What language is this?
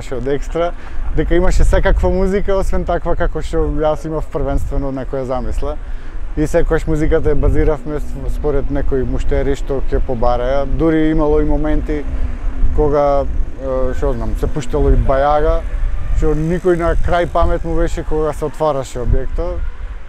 Macedonian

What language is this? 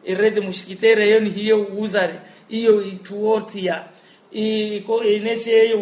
Makhuwa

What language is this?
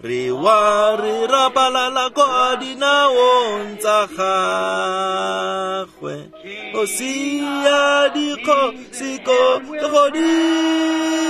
Tswana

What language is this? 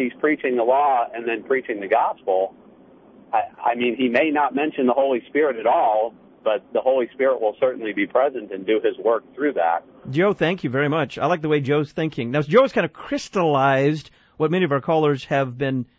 English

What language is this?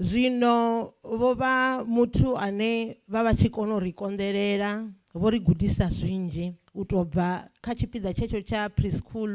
Venda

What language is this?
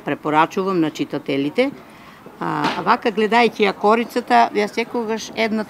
Macedonian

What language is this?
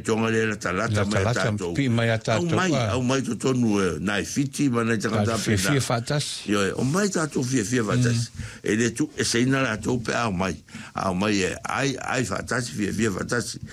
Samoan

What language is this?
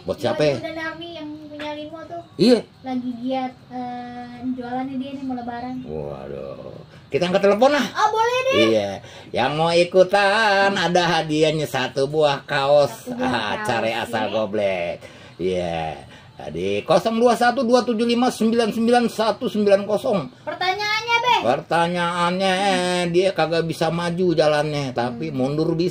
Betawi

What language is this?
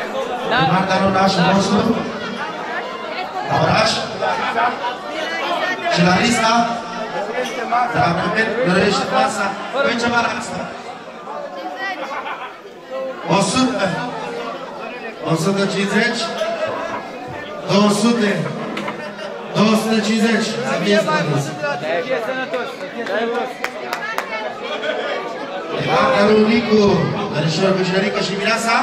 Romanian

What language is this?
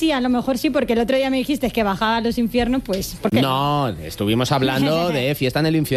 Spanish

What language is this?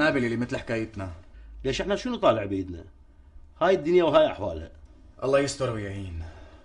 North Levantine Arabic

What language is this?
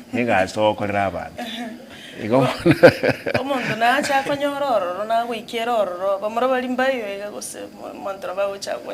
Gusii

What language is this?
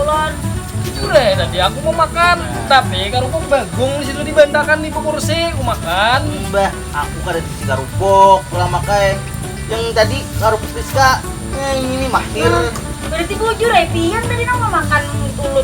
Banjar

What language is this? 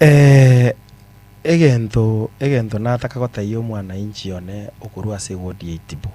Gusii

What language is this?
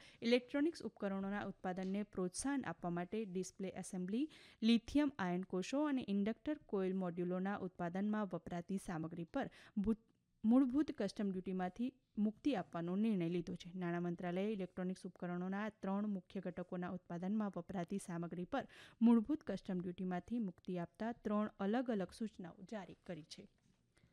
Gujarati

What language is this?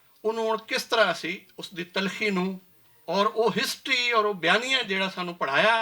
Western Panjabi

